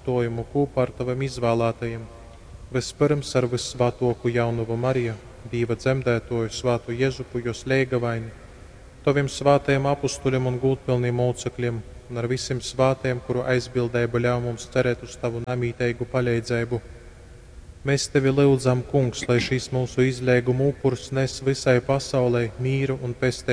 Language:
Latgalian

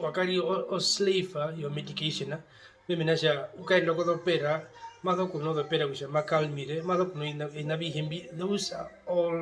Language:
Herero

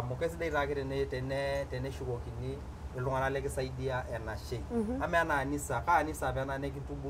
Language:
Masai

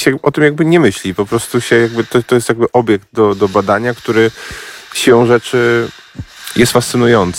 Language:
Polish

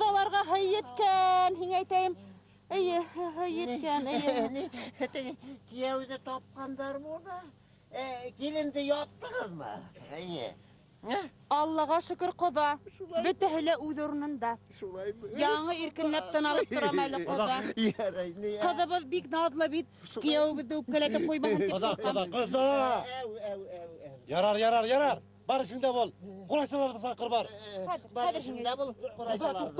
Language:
Bashkir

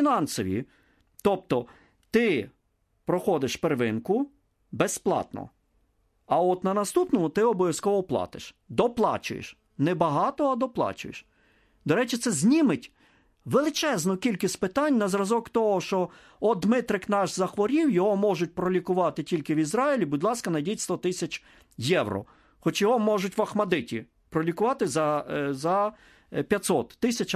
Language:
Ukrainian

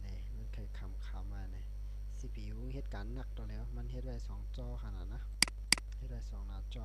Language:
Shan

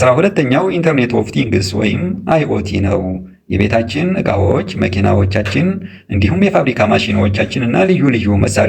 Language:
Amharic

